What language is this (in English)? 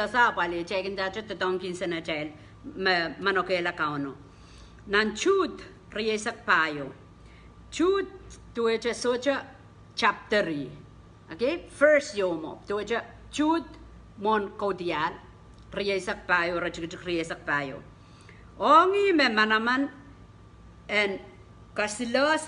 Pohnpeian